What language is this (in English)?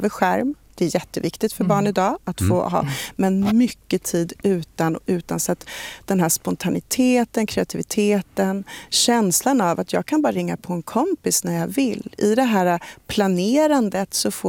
Swedish